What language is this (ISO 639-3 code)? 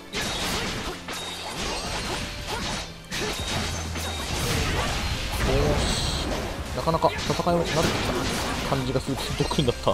jpn